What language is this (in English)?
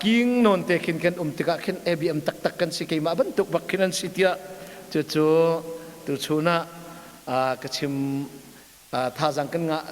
Hakha Chin